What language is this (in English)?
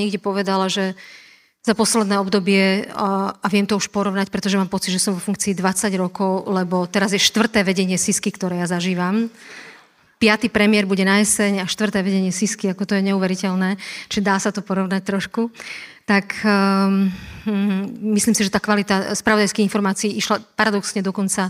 Slovak